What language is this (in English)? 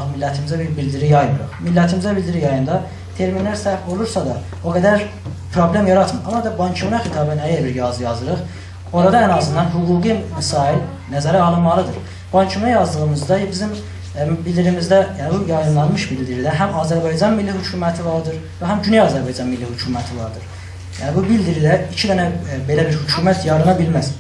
South Azerbaijani